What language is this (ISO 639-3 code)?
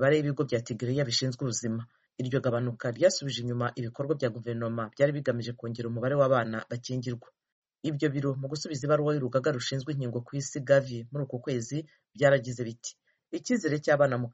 kin